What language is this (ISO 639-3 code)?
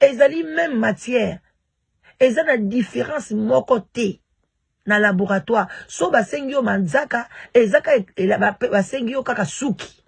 lin